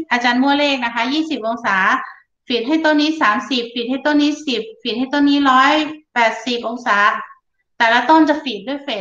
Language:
Thai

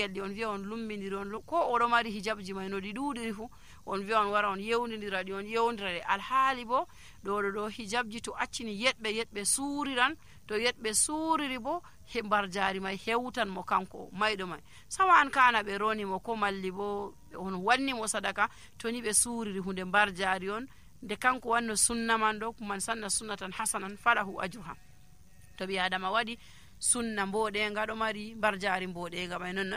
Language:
Nigerian Fulfulde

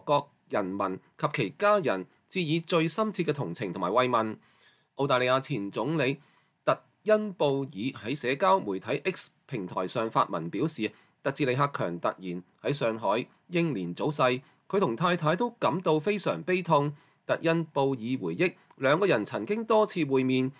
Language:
Cantonese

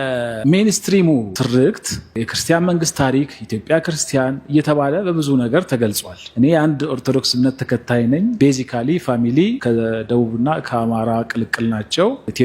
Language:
Amharic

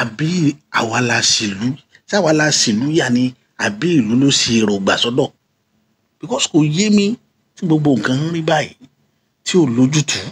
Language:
Yoruba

